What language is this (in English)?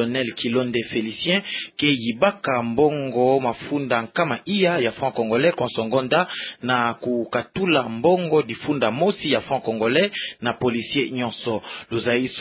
Kituba (Democratic Republic of Congo)